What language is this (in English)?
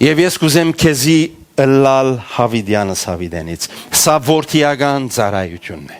Western Armenian